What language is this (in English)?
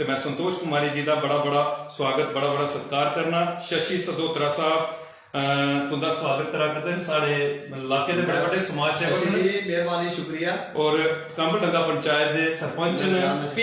Dogri